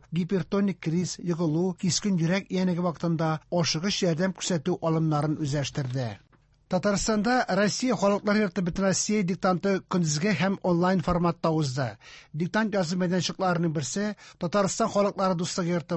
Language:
Tatar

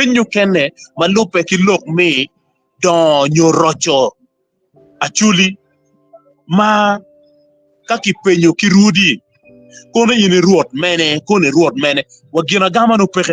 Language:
Acoli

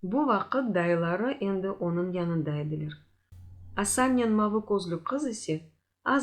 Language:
Crimean Tatar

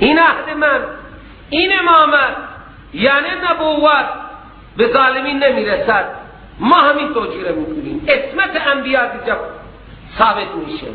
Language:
Persian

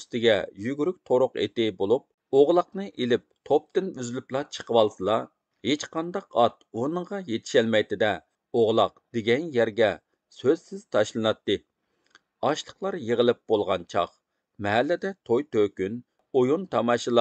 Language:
Uyghur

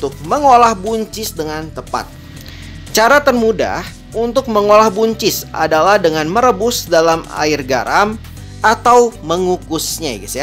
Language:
Indonesian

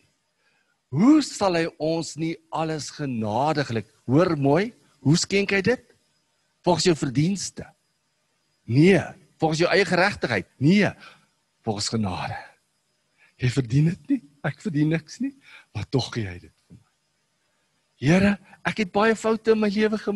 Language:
Afrikaans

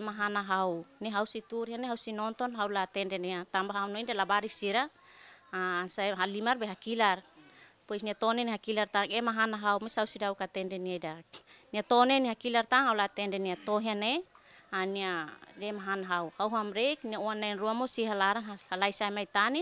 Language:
Tetum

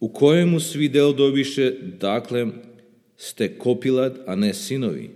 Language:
Serbian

